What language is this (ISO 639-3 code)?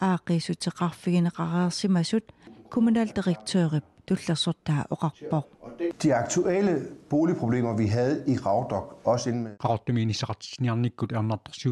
kal